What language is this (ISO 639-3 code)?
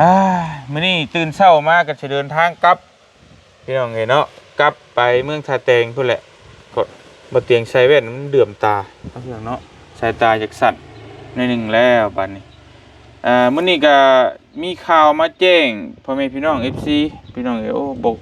lao